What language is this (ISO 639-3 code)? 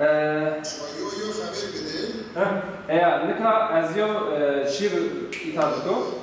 zza